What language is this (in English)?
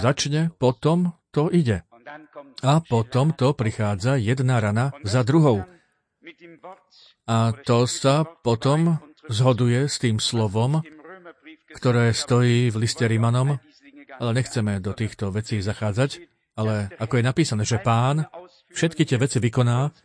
Slovak